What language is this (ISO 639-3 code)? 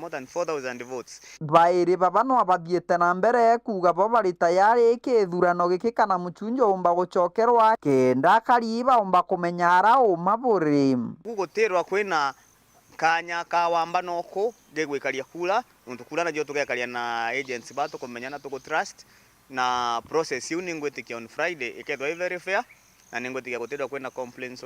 mer